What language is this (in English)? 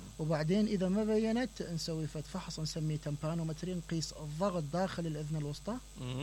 Mesopotamian Arabic